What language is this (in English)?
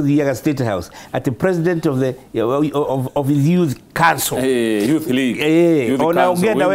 Kikuyu